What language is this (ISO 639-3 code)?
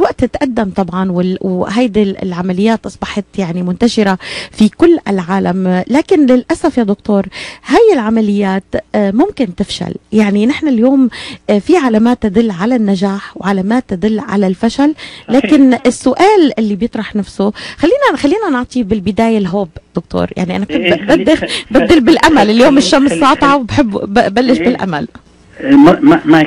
apc